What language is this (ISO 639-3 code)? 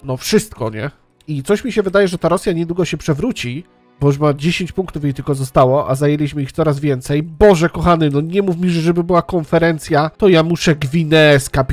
pol